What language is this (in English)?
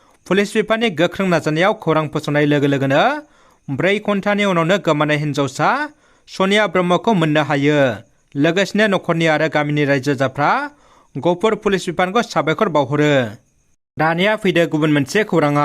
Bodo